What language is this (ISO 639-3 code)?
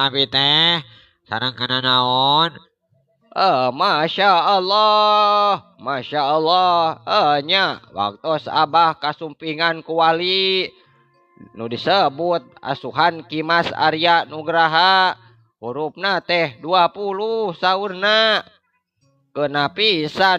sun